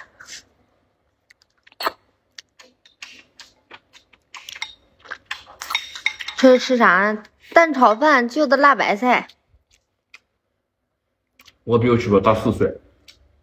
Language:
Chinese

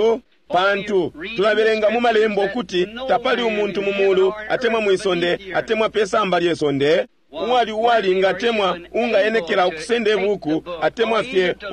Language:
Bemba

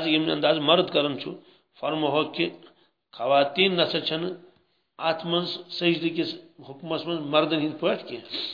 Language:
Kashmiri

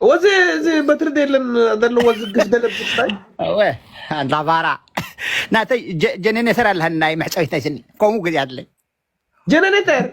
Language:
Tigrinya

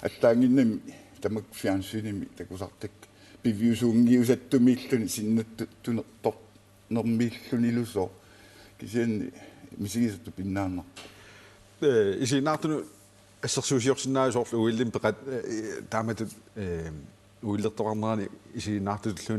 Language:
Kalaallisut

